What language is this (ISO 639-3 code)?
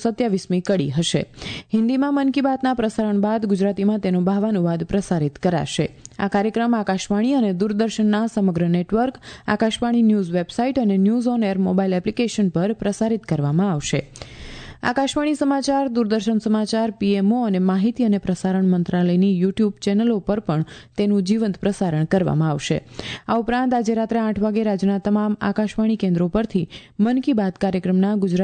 guj